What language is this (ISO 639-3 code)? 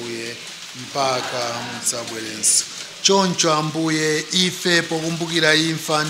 nya